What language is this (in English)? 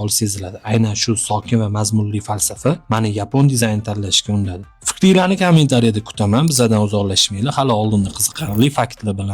Uzbek